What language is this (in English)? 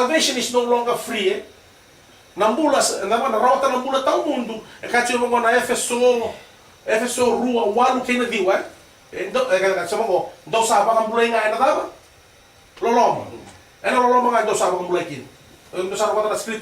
Fijian